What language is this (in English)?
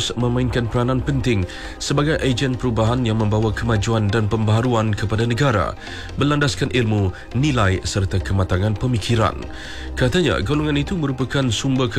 Malay